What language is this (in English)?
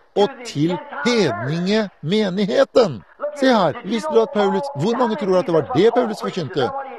Norwegian